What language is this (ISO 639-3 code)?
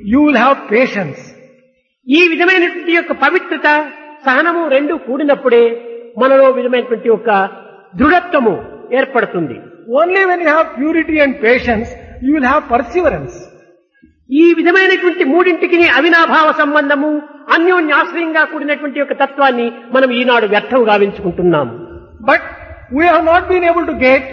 tel